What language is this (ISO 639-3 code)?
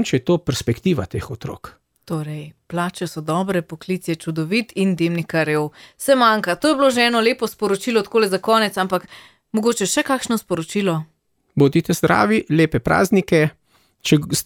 slv